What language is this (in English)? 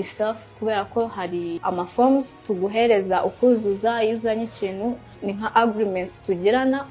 Kinyarwanda